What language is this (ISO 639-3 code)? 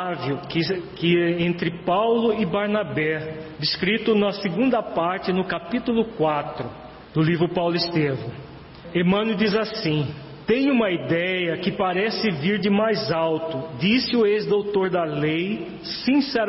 por